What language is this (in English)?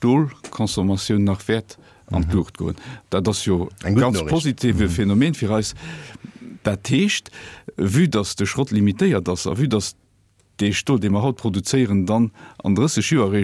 Luxembourgish